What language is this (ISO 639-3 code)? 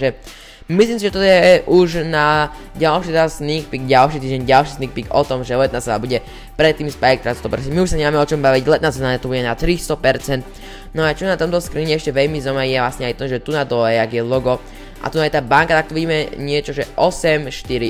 slk